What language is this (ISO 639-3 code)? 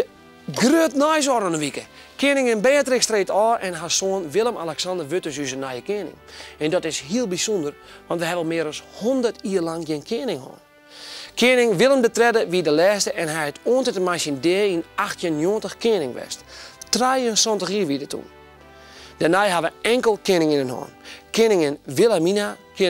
fry